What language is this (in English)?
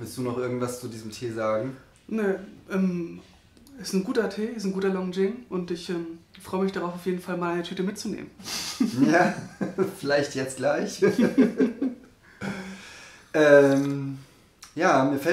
German